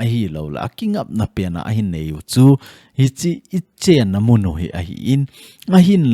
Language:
Thado Chin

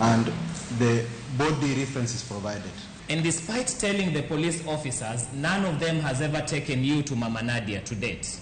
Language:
Luo (Kenya and Tanzania)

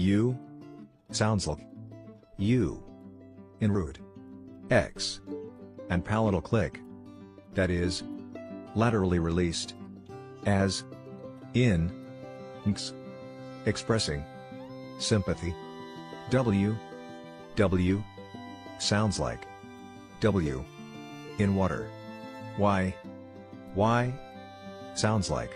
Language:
Tswana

